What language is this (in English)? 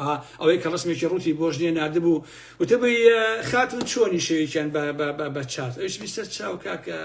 Central Kurdish